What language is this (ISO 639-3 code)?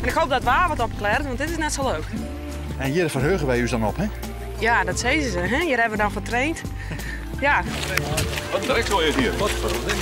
fry